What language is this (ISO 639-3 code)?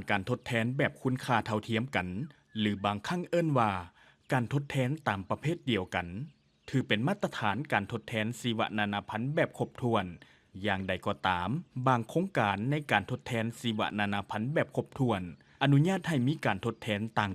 lao